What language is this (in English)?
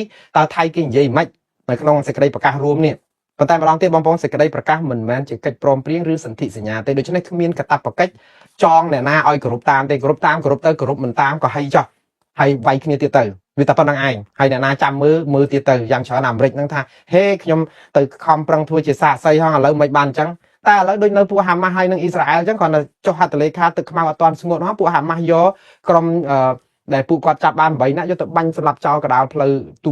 Khmer